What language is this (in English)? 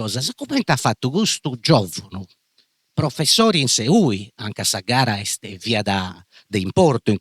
Sardinian